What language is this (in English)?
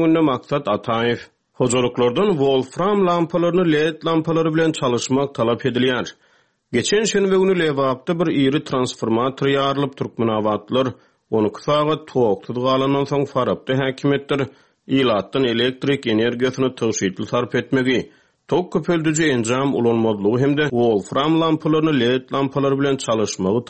Turkmen